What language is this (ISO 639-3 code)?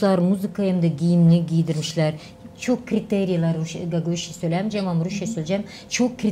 gag